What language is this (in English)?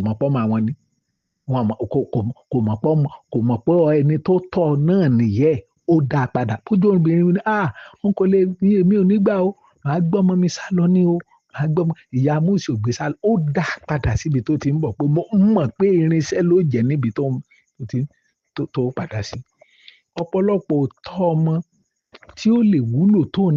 Yoruba